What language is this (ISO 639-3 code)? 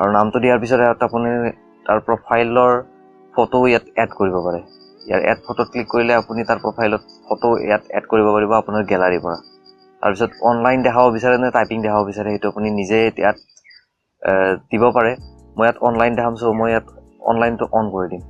asm